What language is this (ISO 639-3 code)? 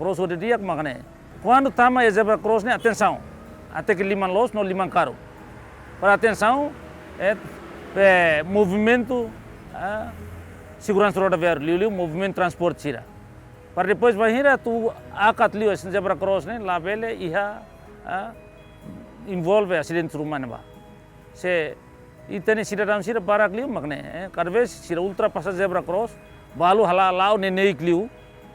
tet